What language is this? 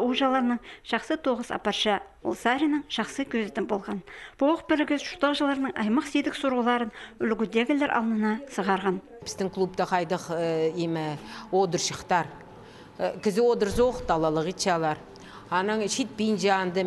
Khakas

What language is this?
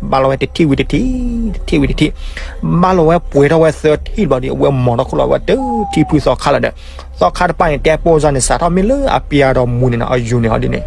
S'gaw Karen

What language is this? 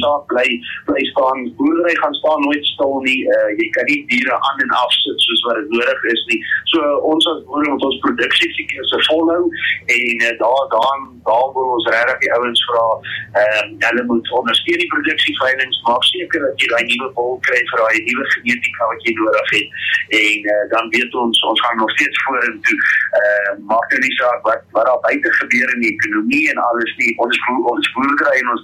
Afrikaans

